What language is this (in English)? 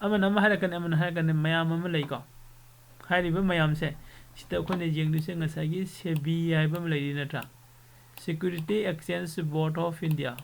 Manipuri